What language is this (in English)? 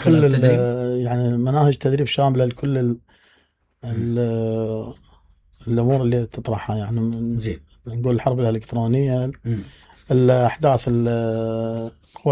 Mesopotamian Arabic